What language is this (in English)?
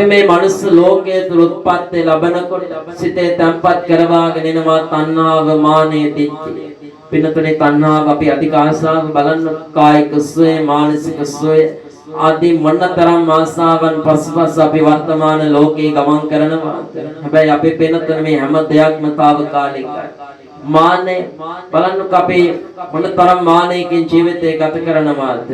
Sinhala